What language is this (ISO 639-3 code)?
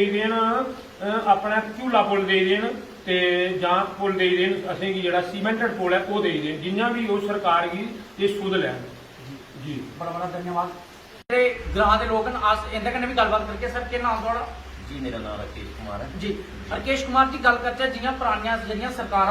doi